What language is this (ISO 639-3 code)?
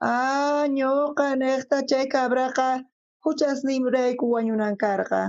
quh